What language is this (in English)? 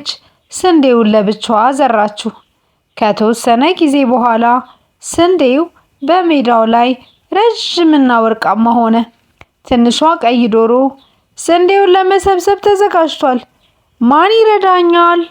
Amharic